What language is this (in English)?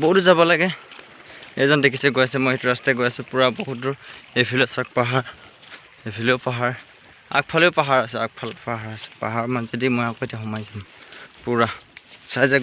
Assamese